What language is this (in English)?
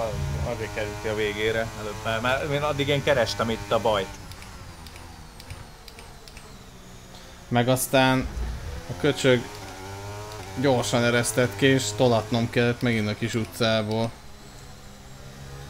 Hungarian